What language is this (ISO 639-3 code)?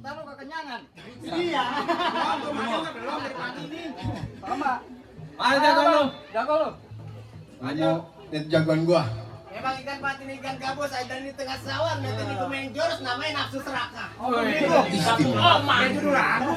bew